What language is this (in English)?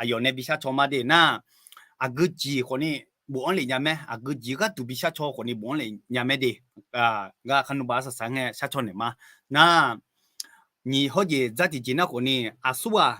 Akha